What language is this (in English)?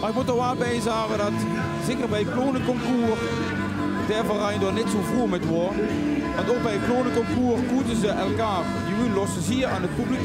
Limburgish